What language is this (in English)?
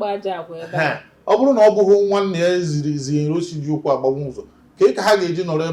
Igbo